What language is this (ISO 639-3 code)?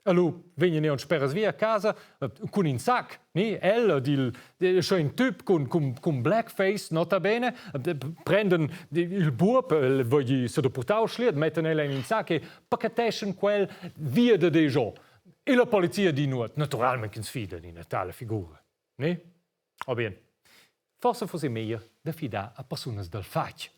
roh